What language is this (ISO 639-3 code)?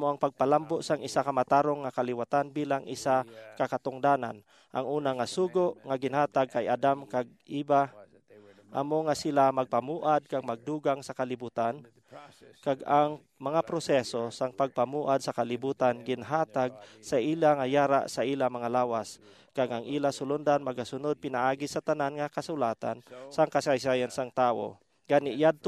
hil